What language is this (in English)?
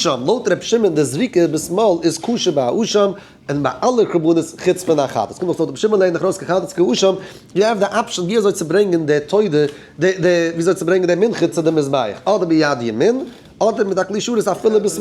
Yiddish